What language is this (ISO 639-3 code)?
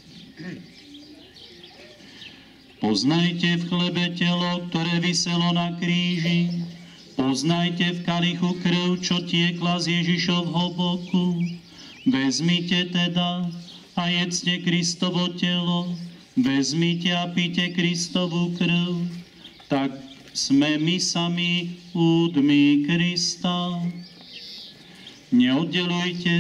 slk